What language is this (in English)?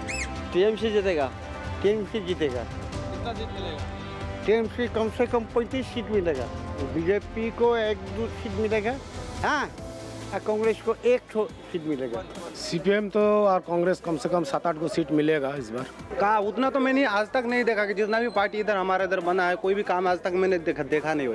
Malayalam